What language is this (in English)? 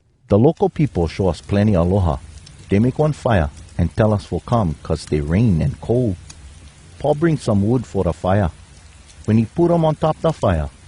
Hawai'i Creole English